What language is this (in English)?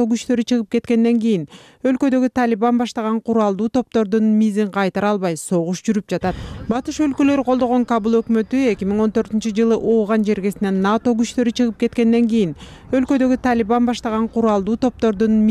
Kyrgyz